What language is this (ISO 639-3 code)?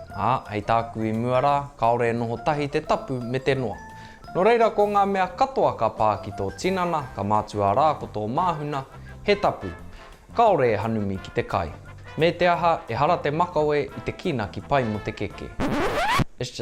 mri